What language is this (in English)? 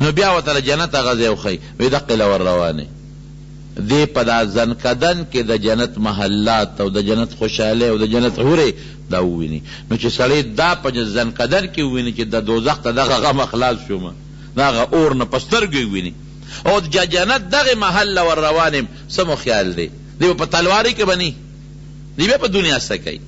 Pashto